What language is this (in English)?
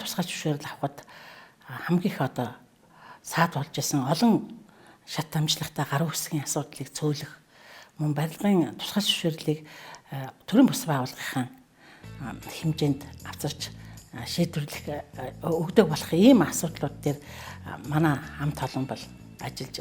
Mongolian